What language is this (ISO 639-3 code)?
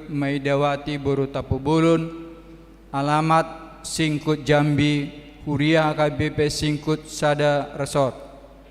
bbc